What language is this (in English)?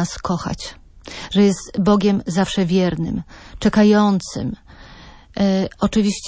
Polish